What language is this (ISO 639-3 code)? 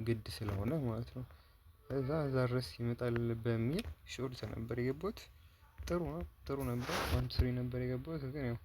amh